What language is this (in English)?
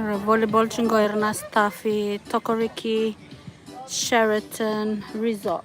Fijian